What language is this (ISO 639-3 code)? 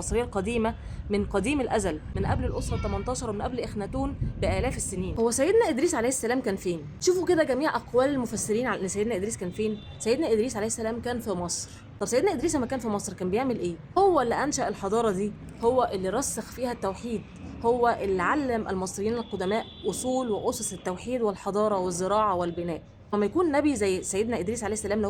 arz